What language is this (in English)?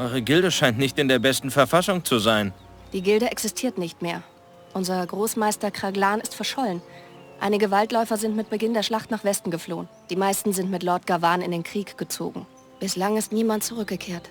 Bavarian